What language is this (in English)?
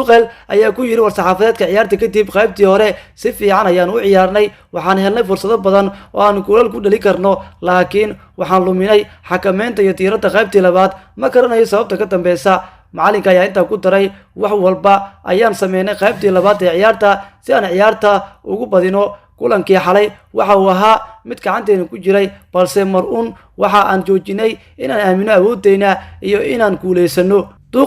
Somali